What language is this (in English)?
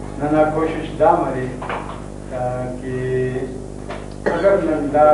Brahui